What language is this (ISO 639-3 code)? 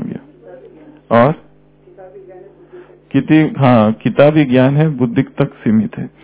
hin